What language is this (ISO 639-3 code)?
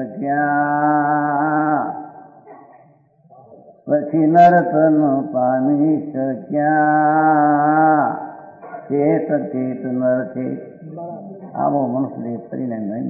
guj